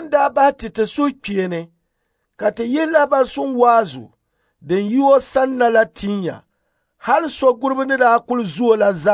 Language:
Dagbani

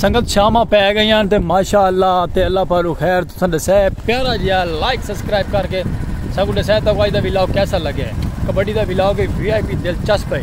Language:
Saraiki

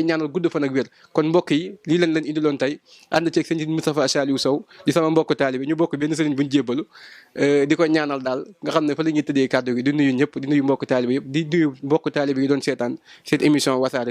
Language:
Wolof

